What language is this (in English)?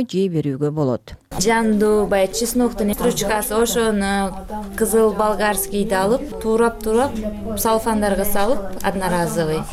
Kyrgyz